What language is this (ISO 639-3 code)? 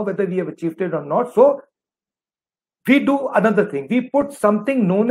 eng